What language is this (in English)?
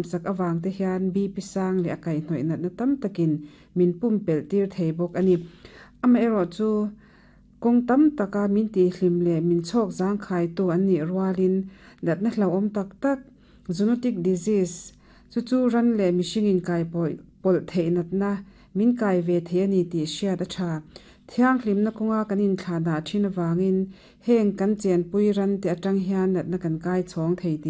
Mizo